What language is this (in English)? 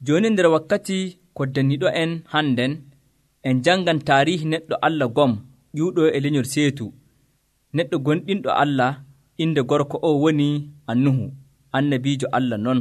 Nigerian Fulfulde